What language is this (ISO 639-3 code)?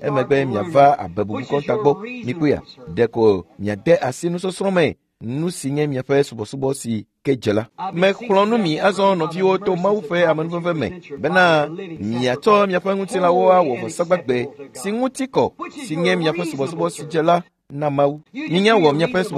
ewe